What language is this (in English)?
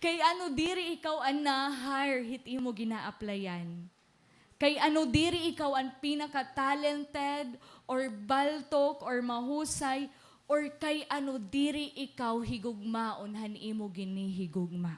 Waray